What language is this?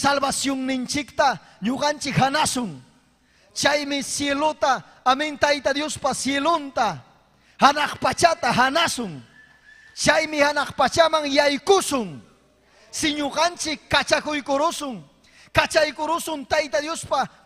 Ayacucho Quechua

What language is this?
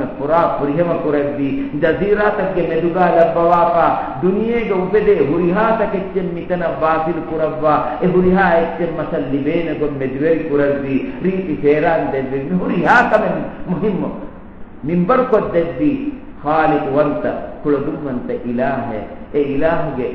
Divehi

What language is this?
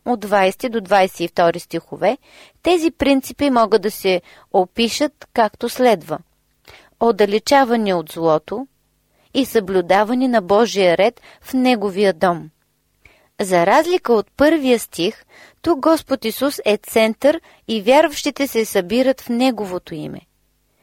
Bulgarian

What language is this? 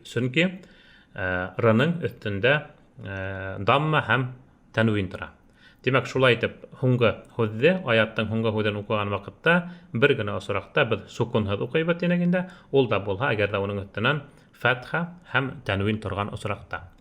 Bashkir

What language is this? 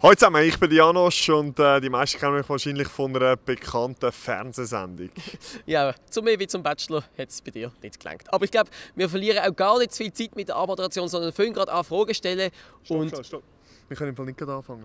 Swiss German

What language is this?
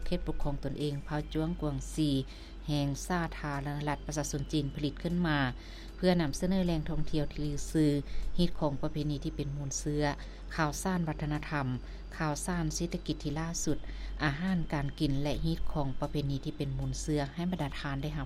Lao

